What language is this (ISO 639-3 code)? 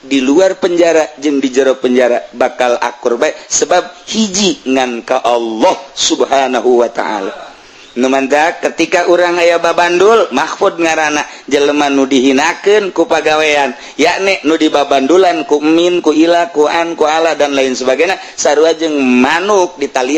sun